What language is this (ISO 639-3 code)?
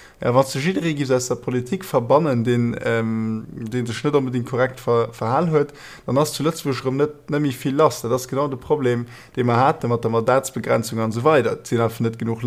ltz